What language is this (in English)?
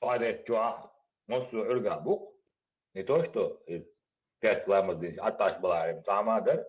Chechen